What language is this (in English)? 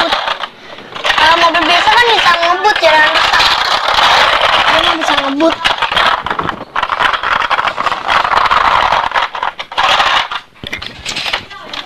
Indonesian